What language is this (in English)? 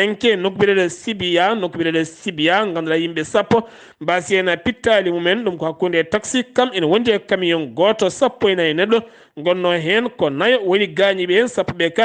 Fula